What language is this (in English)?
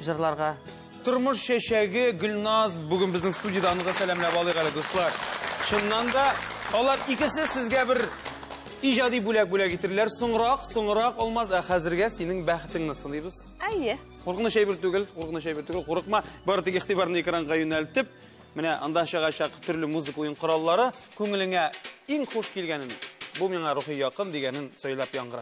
Tatar